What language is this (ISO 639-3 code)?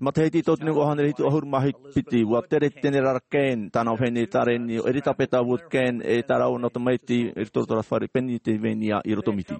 tah